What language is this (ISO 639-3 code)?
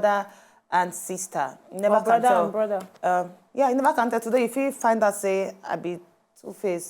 pcm